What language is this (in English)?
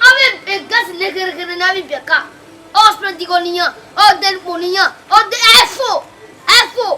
Bini